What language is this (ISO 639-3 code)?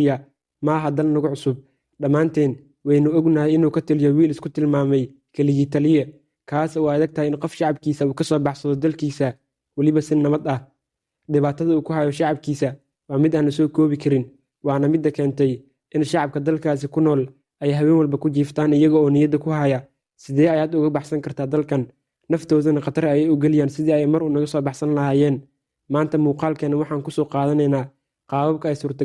som